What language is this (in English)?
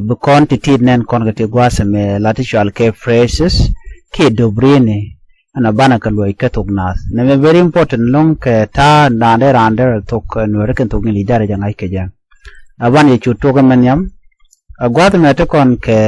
Nuer